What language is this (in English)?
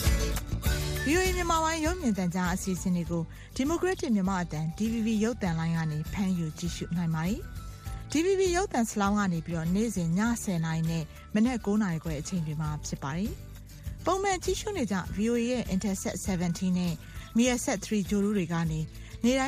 Burmese